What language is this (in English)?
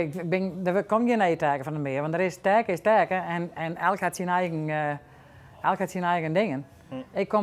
Western Frisian